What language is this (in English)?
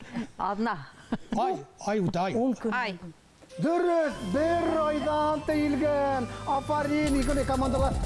Bashkir